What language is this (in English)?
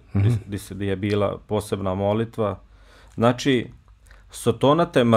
Bosnian